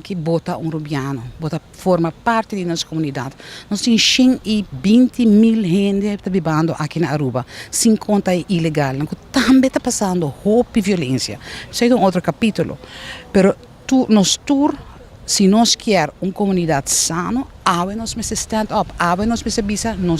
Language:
Papiamento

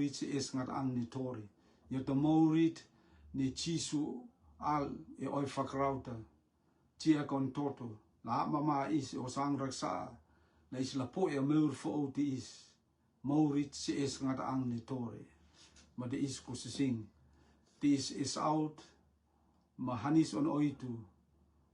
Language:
Rotuman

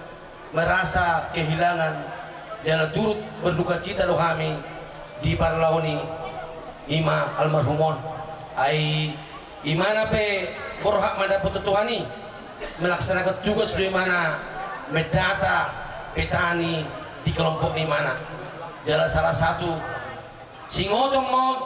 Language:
Batak Toba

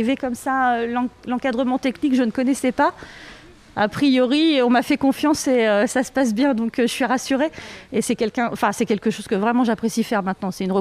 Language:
French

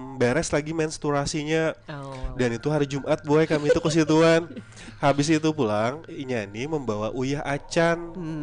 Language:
Banjar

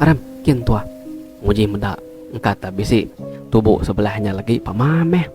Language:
Iban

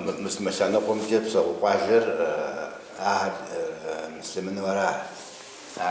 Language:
Kabardian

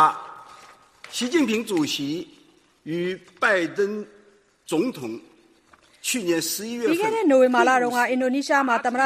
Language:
Burmese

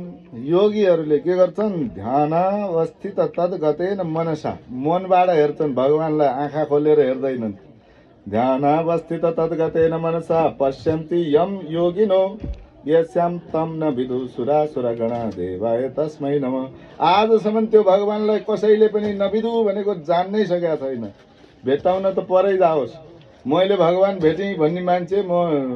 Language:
Nepali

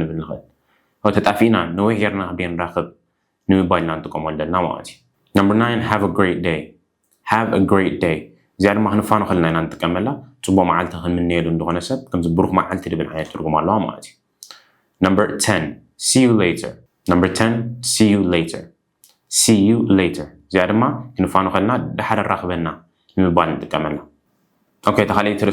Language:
Tigrinya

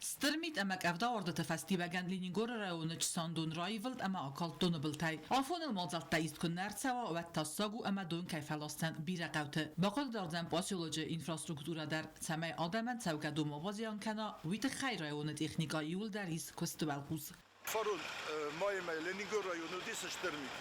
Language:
Ossetic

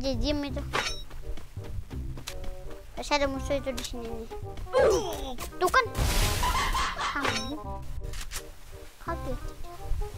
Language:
Indonesian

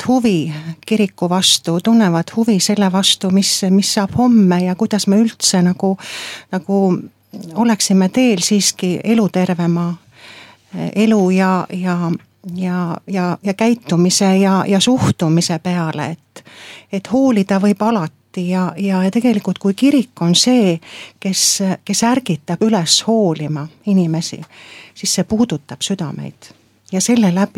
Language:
Estonian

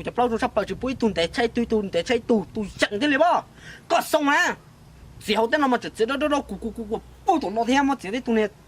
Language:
Hmong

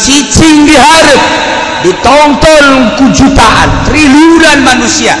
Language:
Sundanese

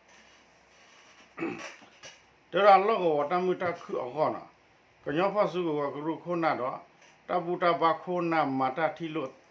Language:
S'gaw Karen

